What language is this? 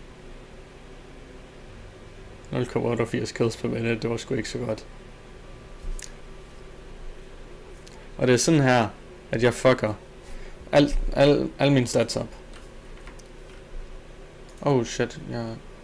Danish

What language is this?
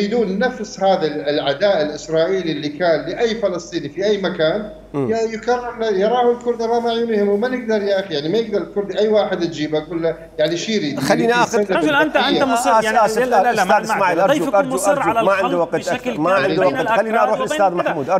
Mesopotamian Arabic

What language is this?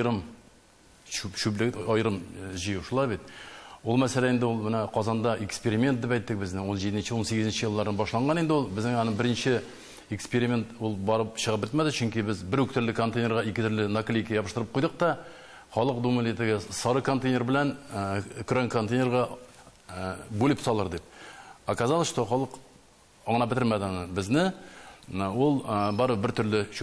Tatar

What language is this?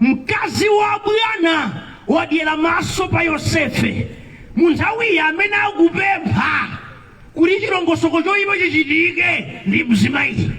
Nyanja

